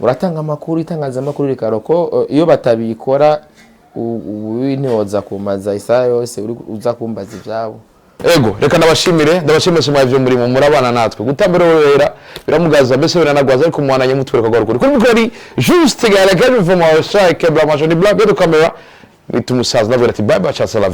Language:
Rundi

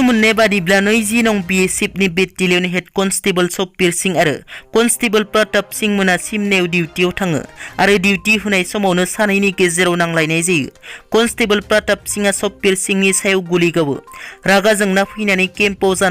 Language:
Bodo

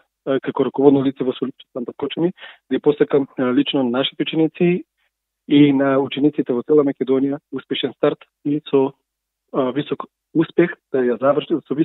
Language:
Macedonian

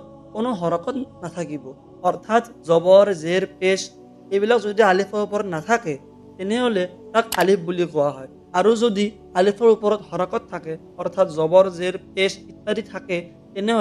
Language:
Assamese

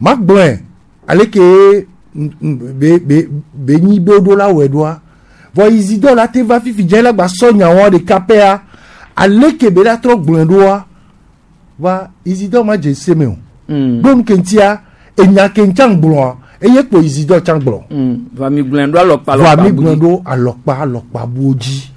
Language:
Gen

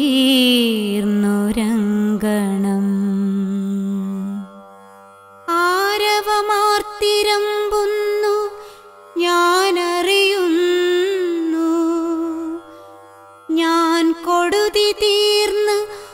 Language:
Malayalam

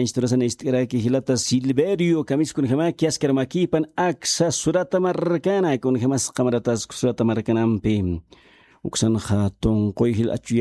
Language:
Aymara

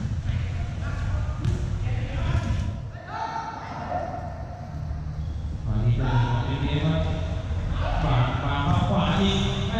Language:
Thai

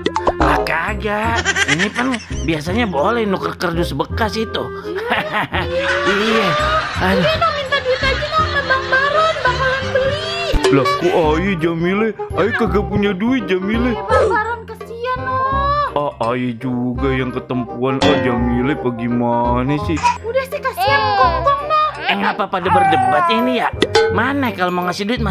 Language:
Betawi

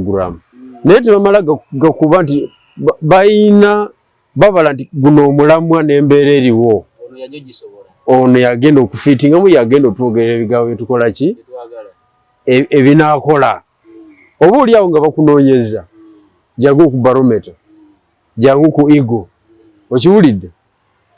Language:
Ganda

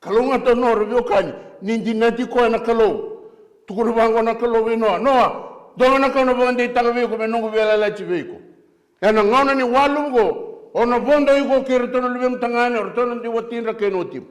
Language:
Fijian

